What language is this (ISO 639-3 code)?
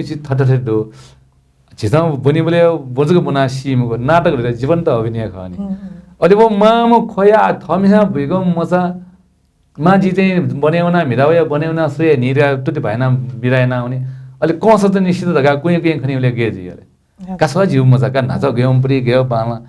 new